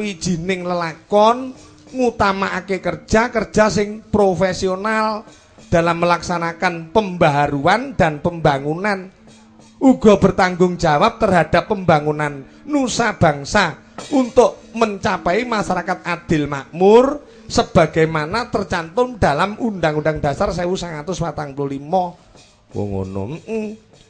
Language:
Javanese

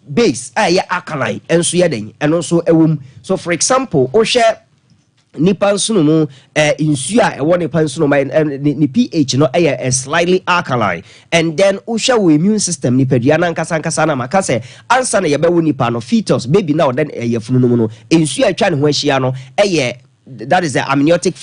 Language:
Akan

